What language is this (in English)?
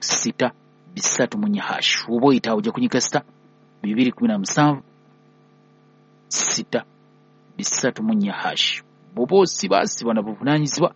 Ganda